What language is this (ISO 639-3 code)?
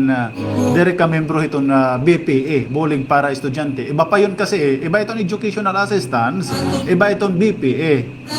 war